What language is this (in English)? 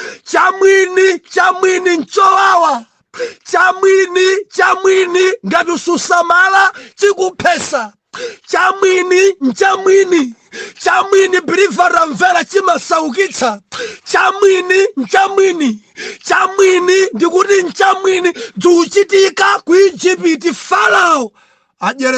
Nyanja